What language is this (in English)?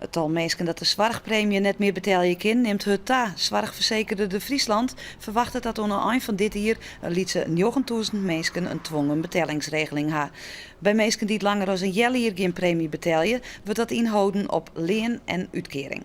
Western Frisian